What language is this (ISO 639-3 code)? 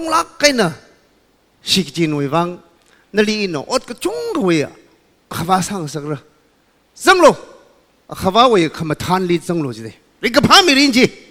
nmf